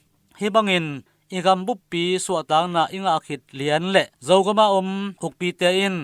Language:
Tedim Chin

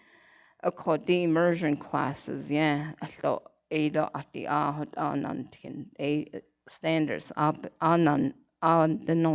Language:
Navajo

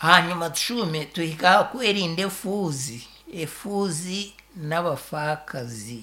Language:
Nyankole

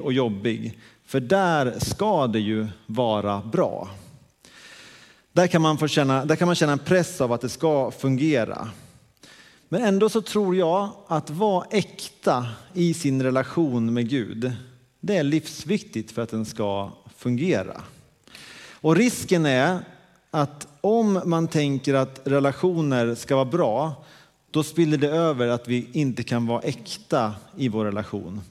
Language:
Swedish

